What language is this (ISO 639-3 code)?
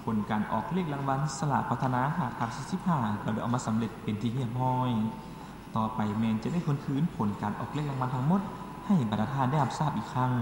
lao